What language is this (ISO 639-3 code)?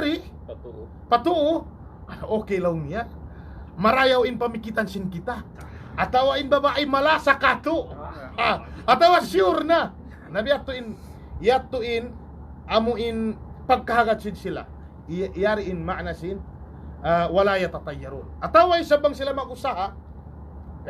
tsg